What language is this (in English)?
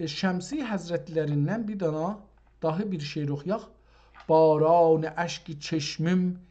South Azerbaijani